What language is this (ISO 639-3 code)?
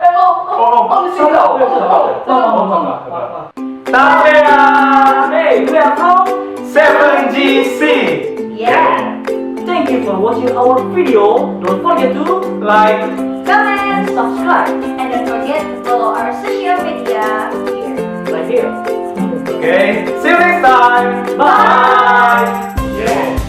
xmm